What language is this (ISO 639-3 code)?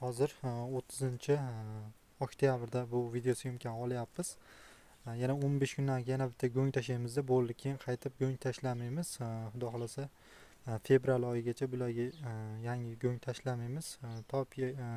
uzb